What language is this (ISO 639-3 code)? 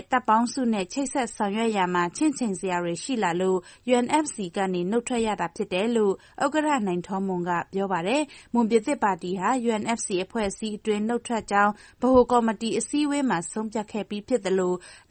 mya